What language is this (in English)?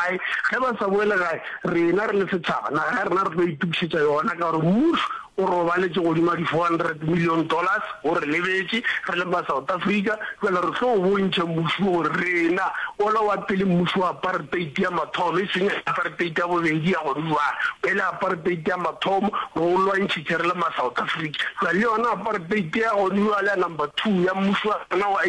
Northern Sotho